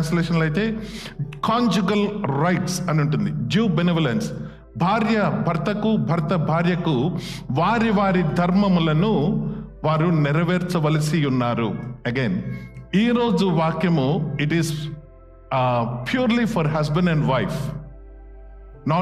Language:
Telugu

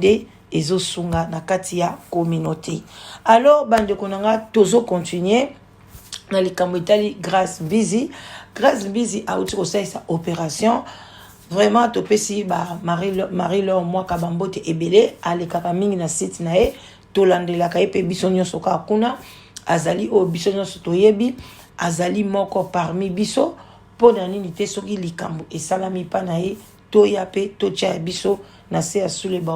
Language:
Lingala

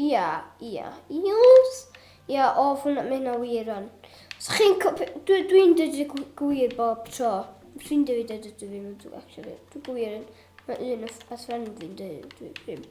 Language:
Welsh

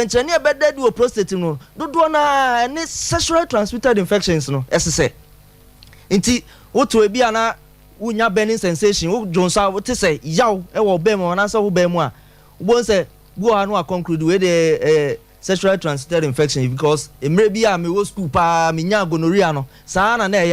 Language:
Akan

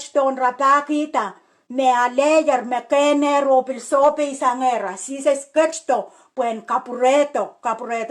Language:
Pohnpeian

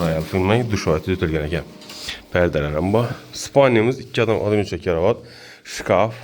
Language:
Uzbek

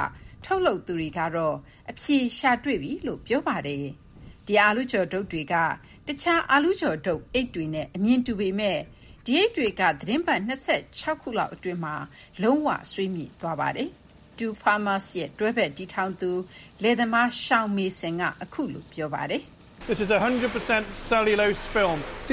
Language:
Burmese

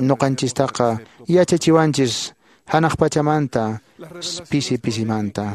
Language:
Quechua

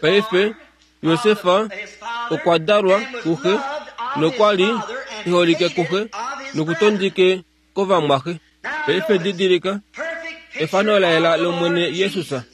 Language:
Kuanyama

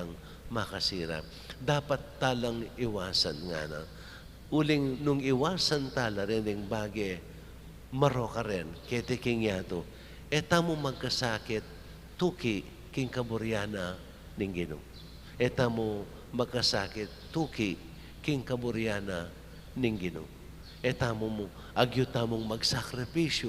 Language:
Pampanga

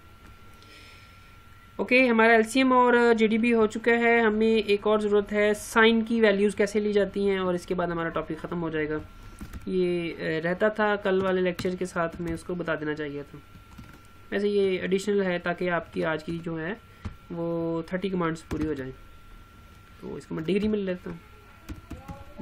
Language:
Hindi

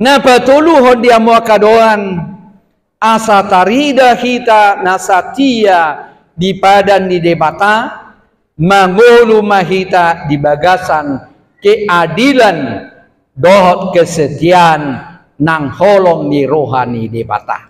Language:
Batak Toba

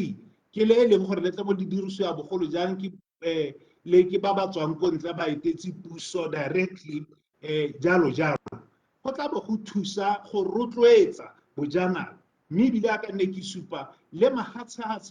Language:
Tswana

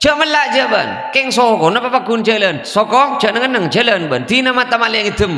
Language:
Madurese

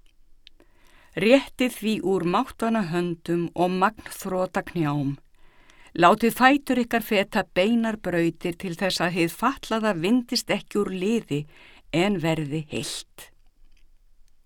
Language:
Icelandic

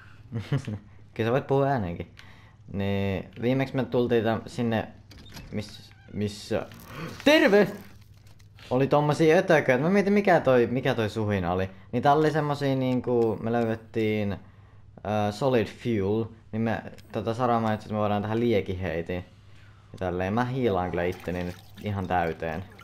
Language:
Finnish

